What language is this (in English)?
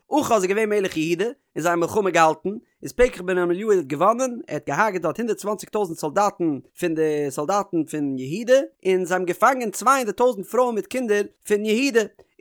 Yiddish